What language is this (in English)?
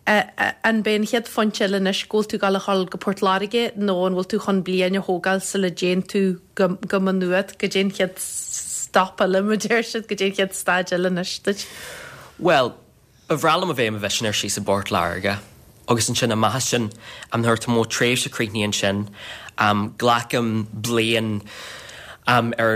Irish